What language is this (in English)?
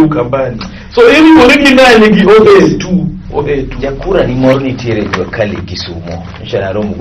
Luo (Kenya and Tanzania)